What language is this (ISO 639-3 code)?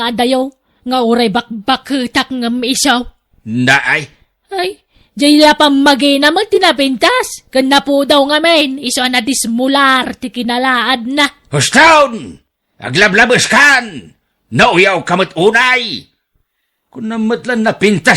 ilo